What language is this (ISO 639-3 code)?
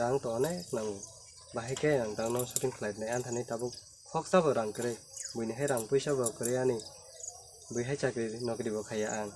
trp